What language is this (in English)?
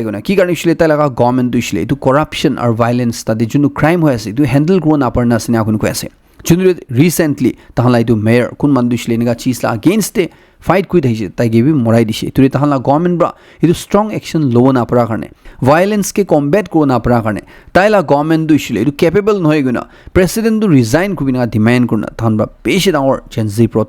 Naga Pidgin